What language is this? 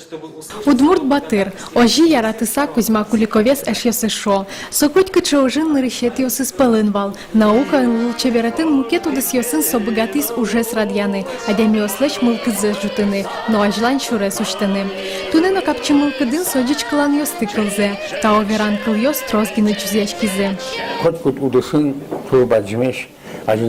Udmurt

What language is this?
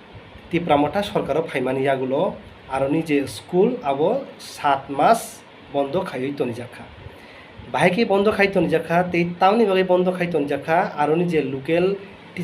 Kok Borok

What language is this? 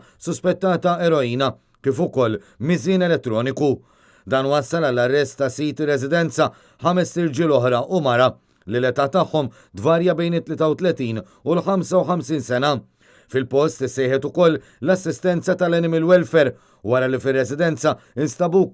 Maltese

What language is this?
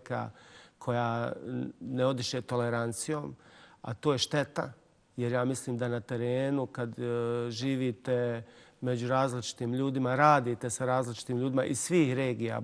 Bosnian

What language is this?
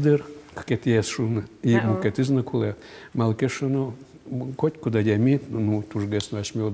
Udmurt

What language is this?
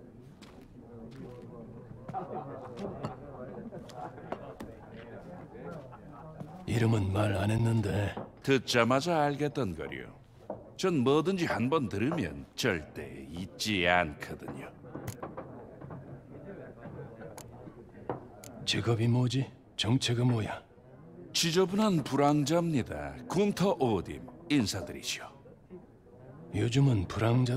Korean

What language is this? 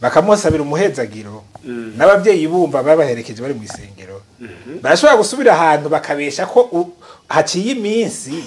Rundi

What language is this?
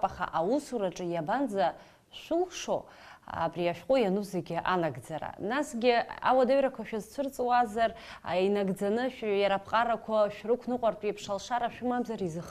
Abkhazian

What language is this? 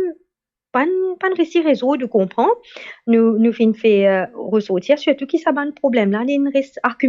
Morisyen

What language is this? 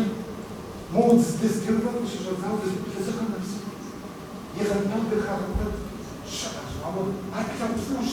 Kabardian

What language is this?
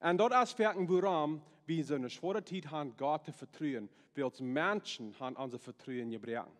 Plautdietsch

